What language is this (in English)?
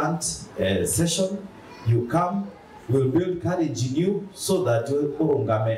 Meru